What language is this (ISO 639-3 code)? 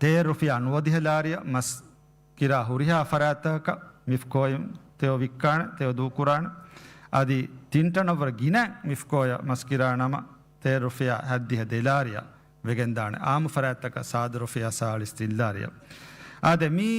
div